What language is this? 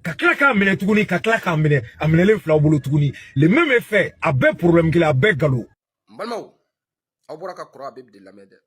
Bambara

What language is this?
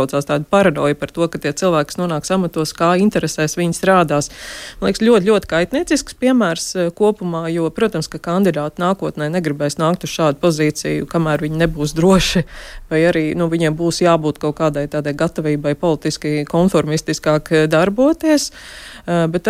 Latvian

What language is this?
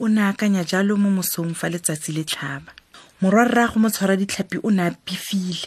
Tswana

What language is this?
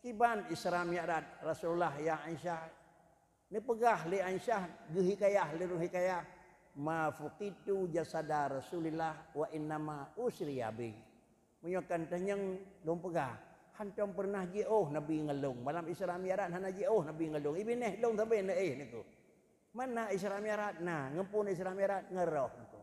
Achinese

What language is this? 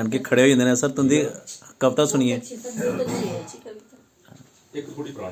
Dogri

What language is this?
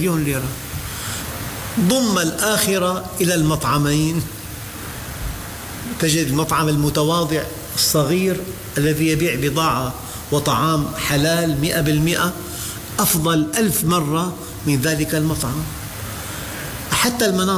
Arabic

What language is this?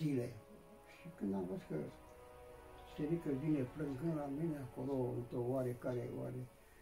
Romanian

